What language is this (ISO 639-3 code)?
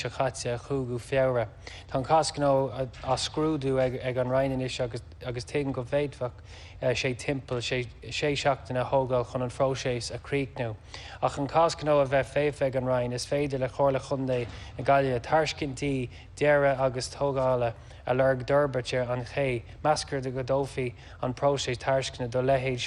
gle